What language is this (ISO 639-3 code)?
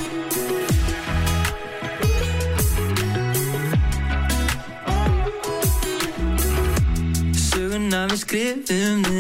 isl